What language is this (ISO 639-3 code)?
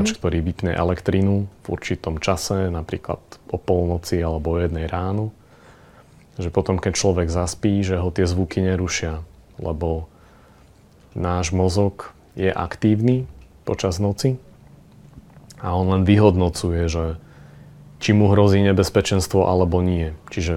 slk